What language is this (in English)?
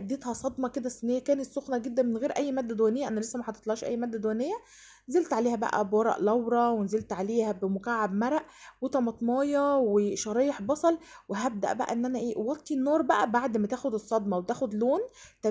Egyptian Arabic